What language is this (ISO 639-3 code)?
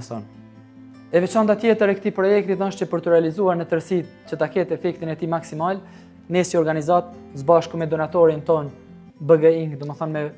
sqi